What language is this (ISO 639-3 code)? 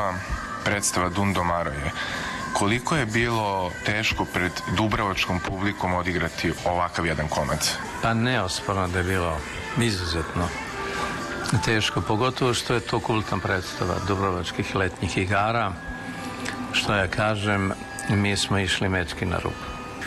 srp